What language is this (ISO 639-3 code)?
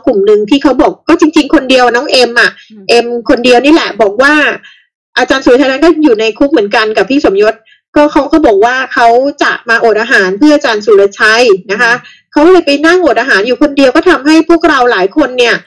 tha